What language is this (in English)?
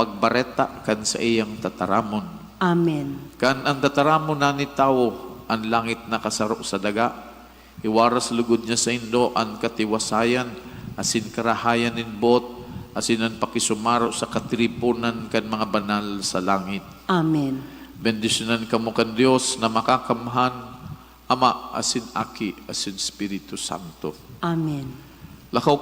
Bikol